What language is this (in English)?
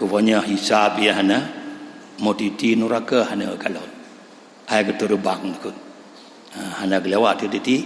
Achinese